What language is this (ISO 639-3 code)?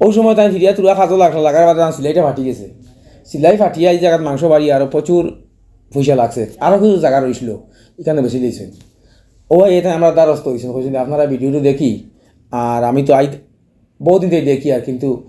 syl